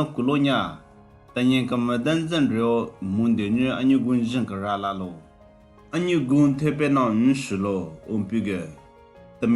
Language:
Southern Rengma Naga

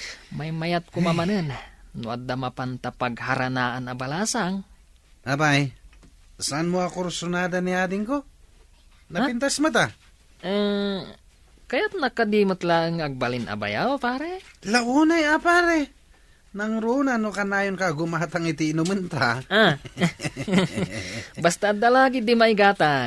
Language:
Iloko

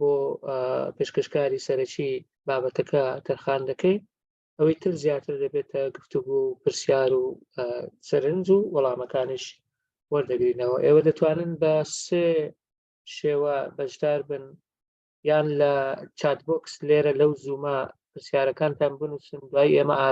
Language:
Central Kurdish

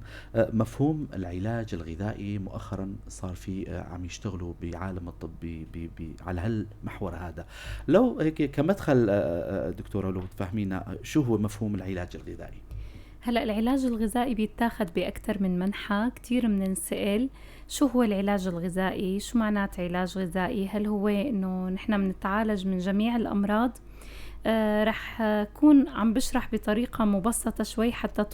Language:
North Levantine Arabic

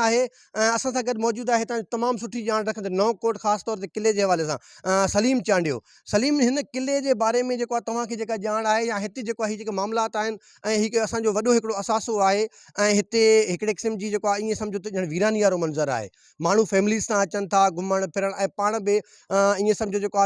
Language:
Sindhi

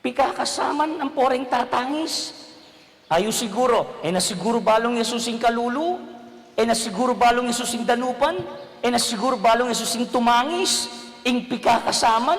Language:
Pampanga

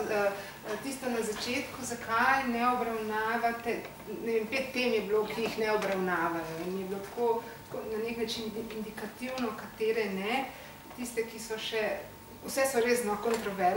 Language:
Slovenian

